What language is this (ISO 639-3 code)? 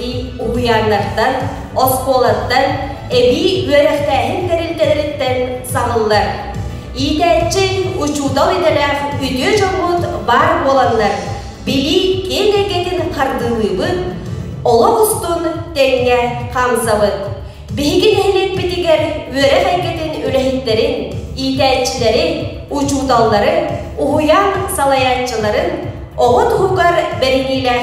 sah